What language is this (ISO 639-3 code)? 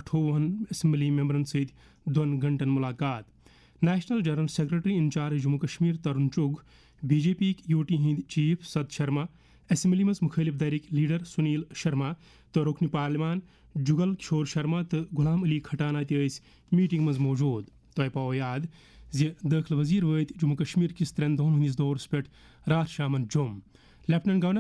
kas